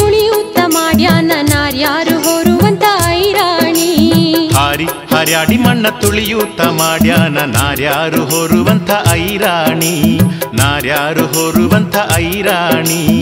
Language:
Kannada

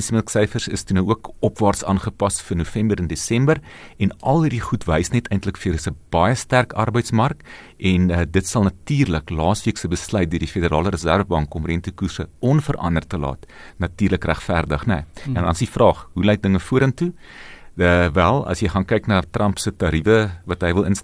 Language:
Afrikaans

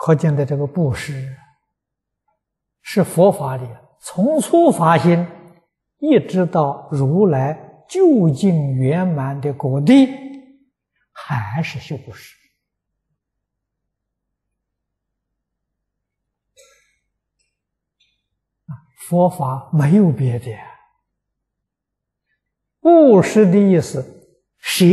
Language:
Chinese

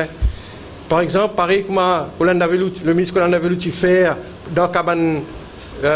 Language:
Morisyen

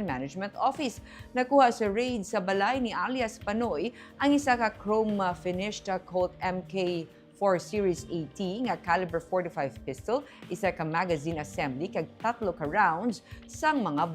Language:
Hiligaynon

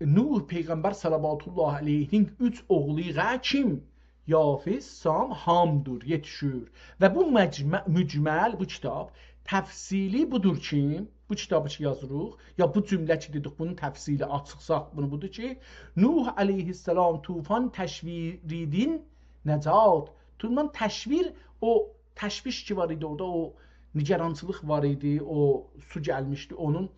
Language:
South Azerbaijani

